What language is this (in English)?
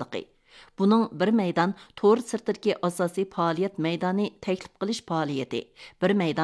Uyghur